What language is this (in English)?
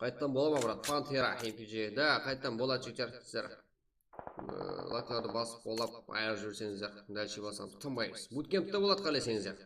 Kara-Kalpak